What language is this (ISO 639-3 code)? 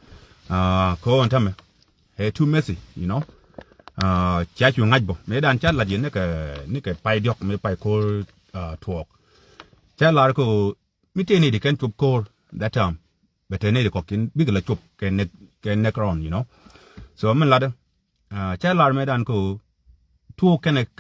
nus